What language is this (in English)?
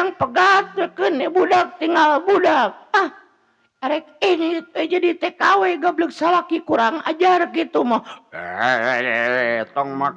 Sundanese